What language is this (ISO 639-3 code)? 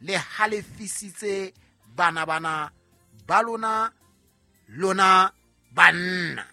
sot